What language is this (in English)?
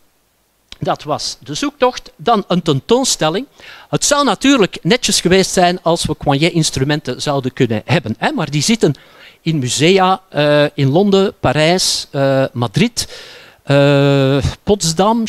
Dutch